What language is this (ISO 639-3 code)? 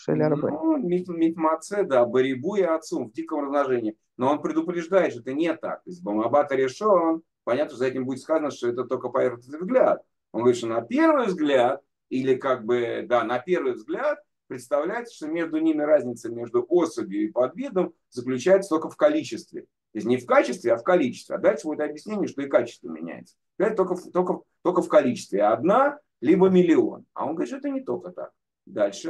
rus